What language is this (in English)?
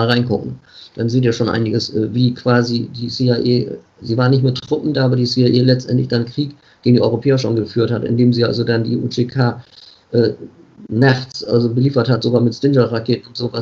German